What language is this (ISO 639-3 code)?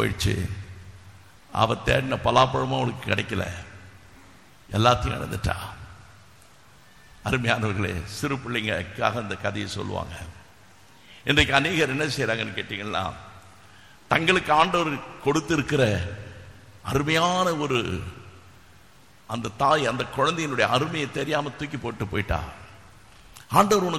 tam